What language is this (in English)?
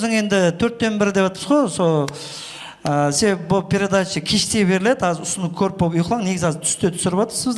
Kara-Kalpak